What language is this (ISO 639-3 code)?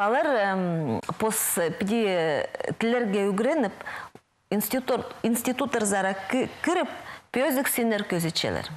kjh